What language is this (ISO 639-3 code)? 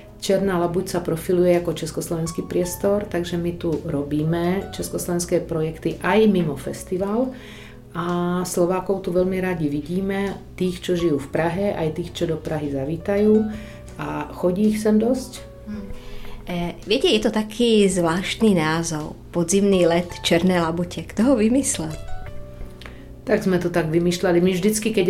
slk